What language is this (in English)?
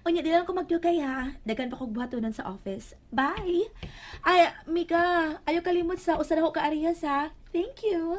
Cebuano